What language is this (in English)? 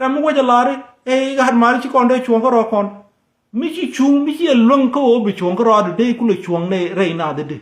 Nuer